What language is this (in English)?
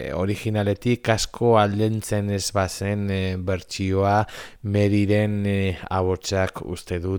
Basque